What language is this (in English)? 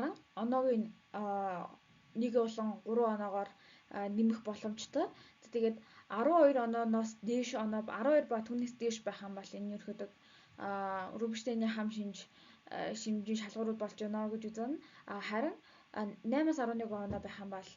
Mongolian